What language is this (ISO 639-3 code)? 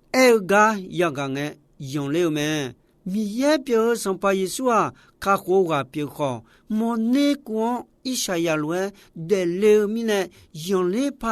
ahk